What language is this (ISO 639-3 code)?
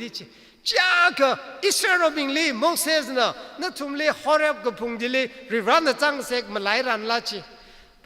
nmf